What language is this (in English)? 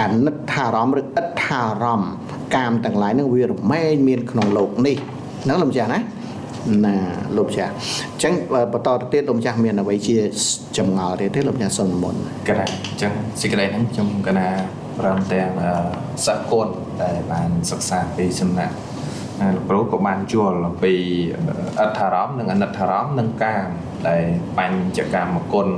Khmer